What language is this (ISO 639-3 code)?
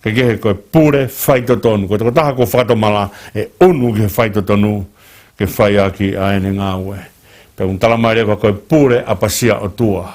ton